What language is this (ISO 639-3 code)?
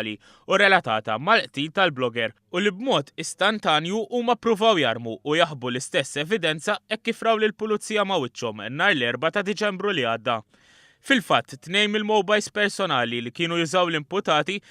mlt